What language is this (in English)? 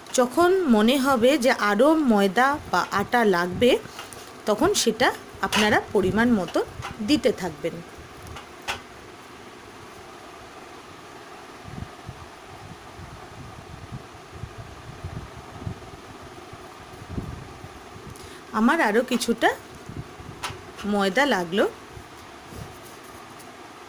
Bangla